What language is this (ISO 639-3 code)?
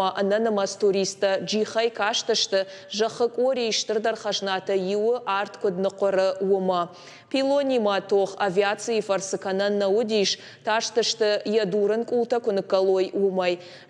oss